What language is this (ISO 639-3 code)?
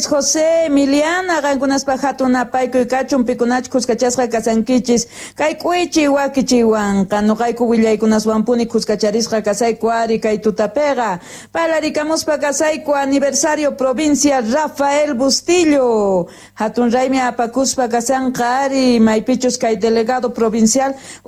que